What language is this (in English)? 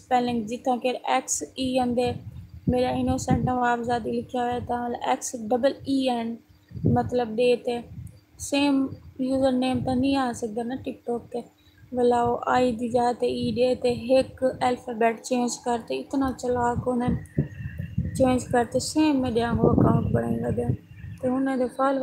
Saraiki